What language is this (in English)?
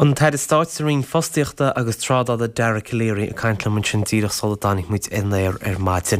Irish